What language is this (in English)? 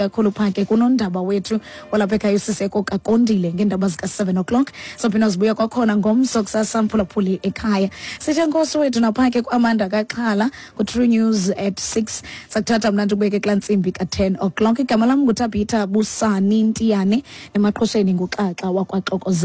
Xhosa